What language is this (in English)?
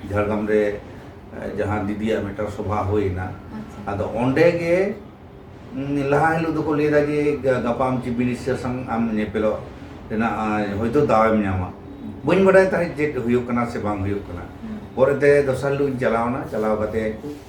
Santali